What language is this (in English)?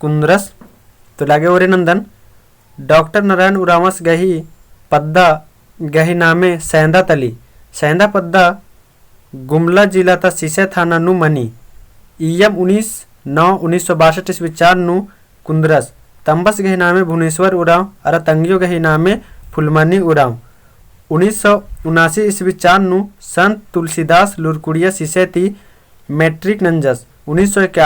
Kurukh